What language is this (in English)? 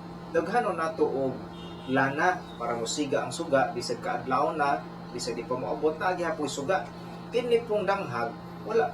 Cebuano